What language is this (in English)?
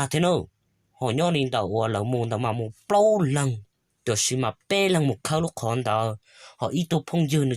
Hmong